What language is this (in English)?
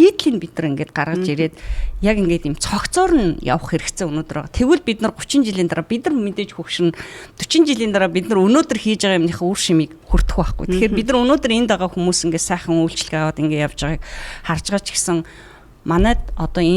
Mongolian